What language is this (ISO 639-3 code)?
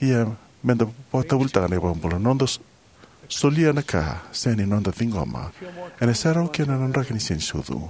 fij